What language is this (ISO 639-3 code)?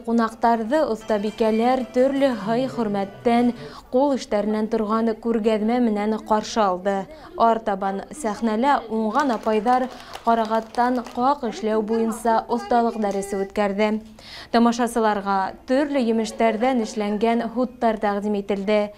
bak